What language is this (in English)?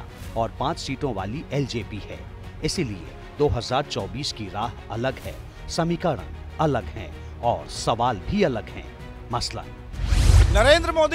Hindi